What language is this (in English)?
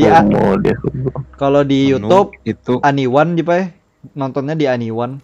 Banjar